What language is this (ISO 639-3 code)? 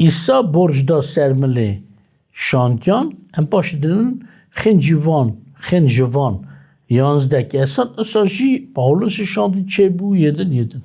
kur